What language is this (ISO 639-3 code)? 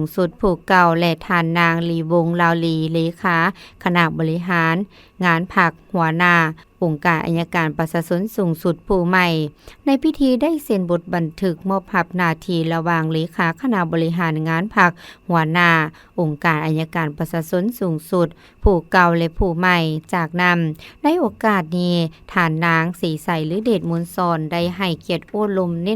lao